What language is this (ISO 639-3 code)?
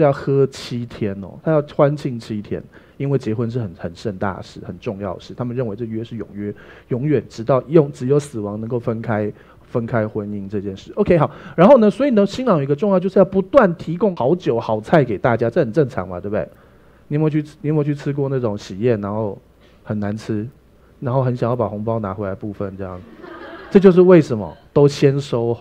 zho